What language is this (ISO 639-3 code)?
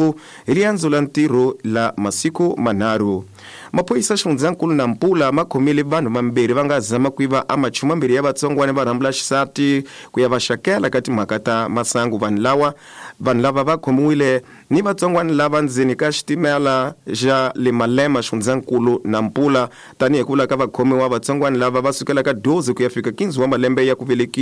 tso